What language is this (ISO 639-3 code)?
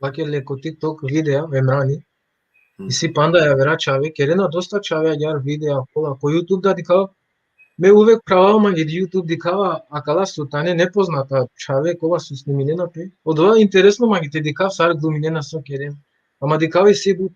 rmn